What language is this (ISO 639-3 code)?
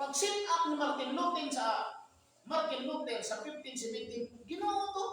ceb